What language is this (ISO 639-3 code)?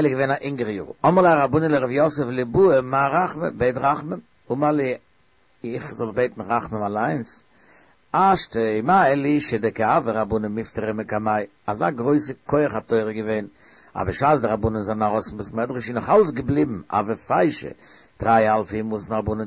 yid